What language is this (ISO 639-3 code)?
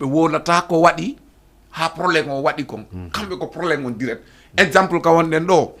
ful